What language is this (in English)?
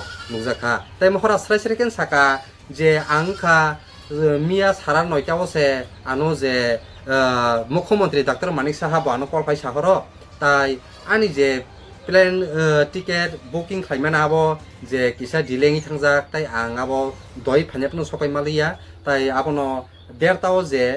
Kok Borok